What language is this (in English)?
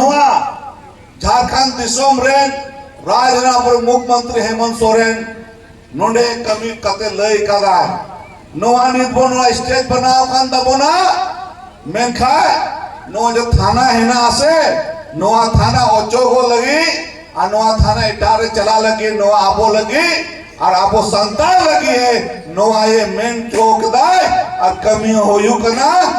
Santali